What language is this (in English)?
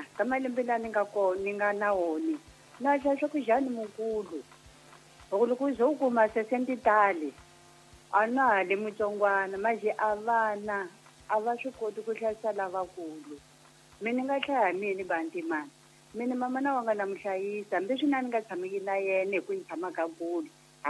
Tsonga